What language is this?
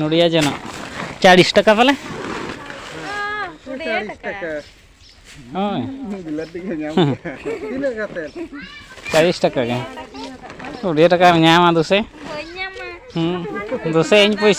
Santali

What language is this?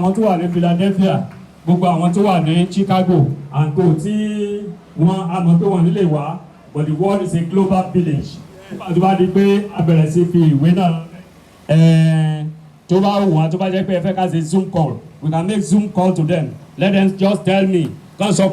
Yoruba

